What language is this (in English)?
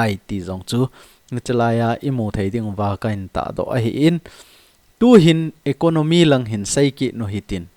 Thado Chin